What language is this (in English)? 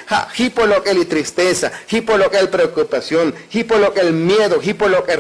Tzotzil